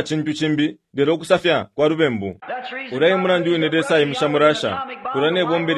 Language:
Bemba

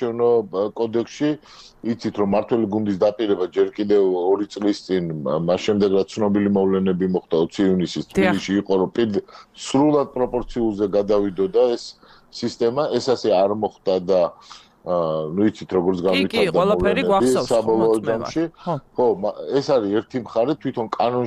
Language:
Georgian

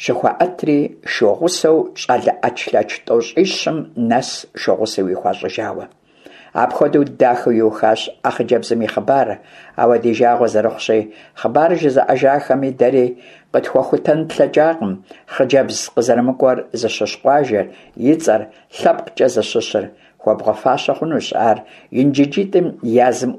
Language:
Kabardian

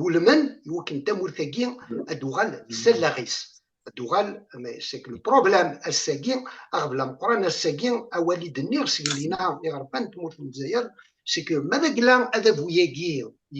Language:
Kabyle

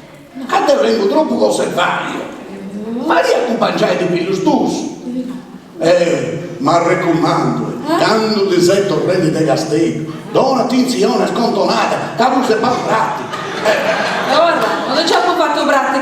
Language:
Sardinian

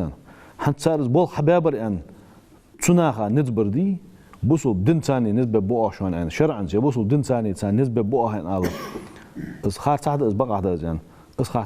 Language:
Ingush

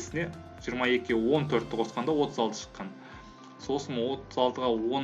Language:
Kazakh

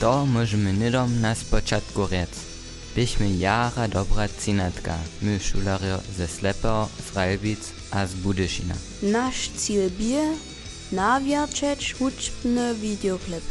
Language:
Upper Sorbian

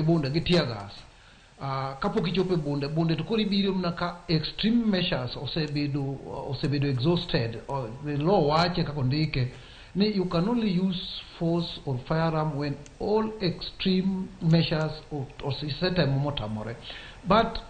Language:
Luo (Kenya and Tanzania)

